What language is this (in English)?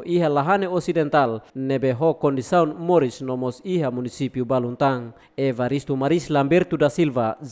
Tetum